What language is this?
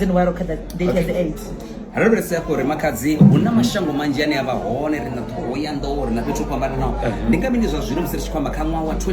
Venda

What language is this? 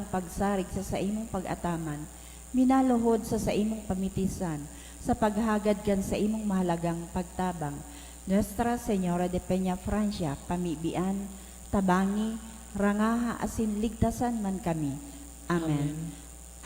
Bikol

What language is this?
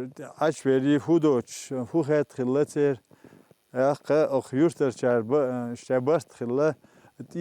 Chechen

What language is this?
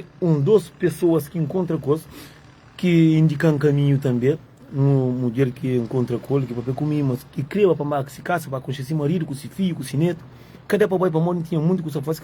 Kabuverdianu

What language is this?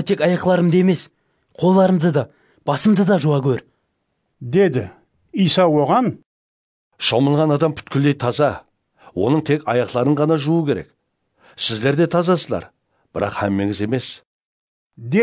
Kara-Kalpak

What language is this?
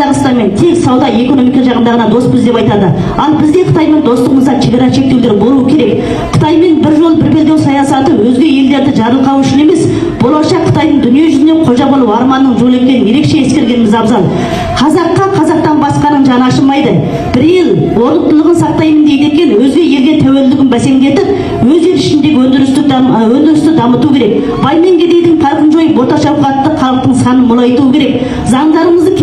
Kazakh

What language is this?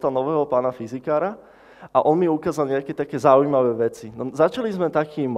Slovak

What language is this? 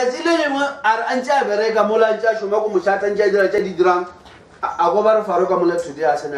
Northern Sotho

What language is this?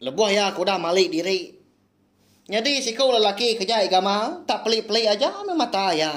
Iban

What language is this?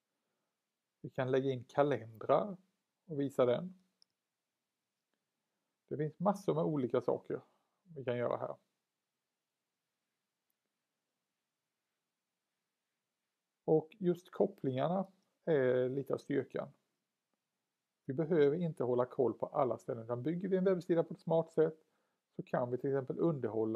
Swedish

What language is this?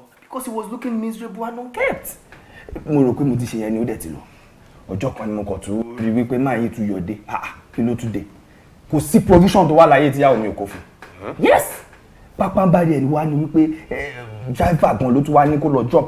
Yoruba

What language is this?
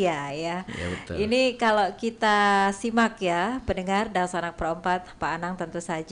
Banjar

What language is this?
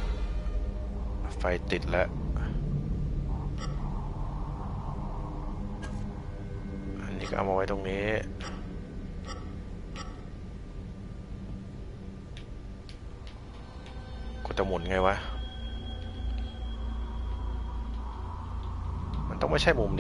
Thai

